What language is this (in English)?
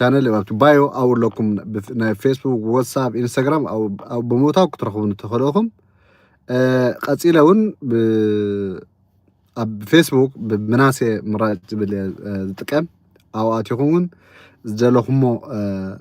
Tigrinya